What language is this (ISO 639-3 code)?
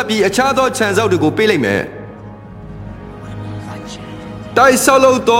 mya